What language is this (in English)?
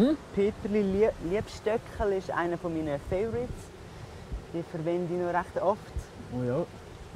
Swiss German